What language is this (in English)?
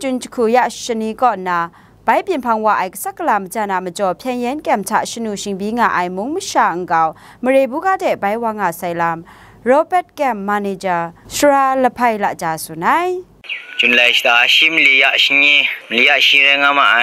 Kachin